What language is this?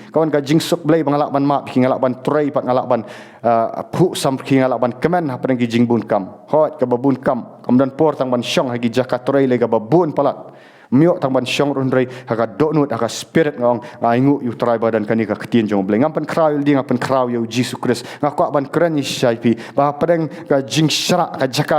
Khasi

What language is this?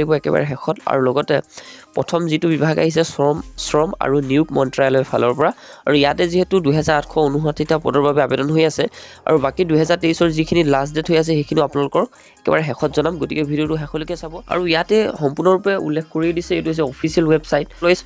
Assamese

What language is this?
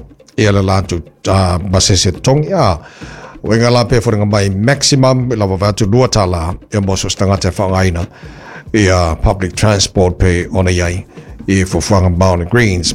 Samoan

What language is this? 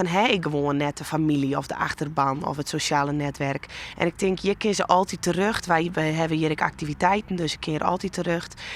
Western Frisian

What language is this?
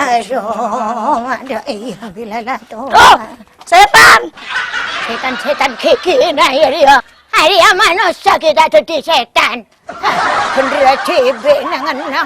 Madurese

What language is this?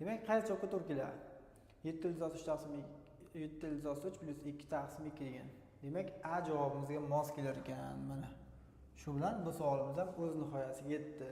Uzbek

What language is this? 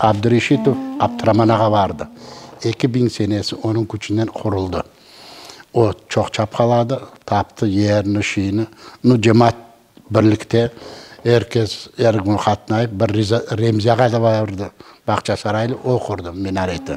Crimean Tatar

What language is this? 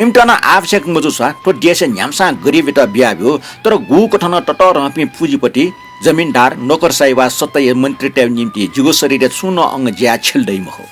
Newari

